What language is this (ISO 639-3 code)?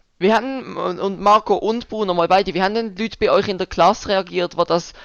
gsw